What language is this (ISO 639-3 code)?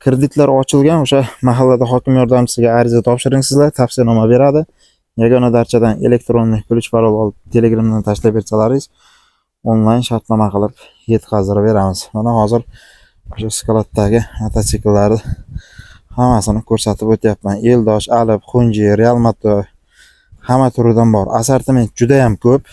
uzb